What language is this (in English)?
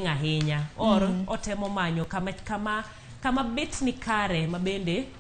Luo (Kenya and Tanzania)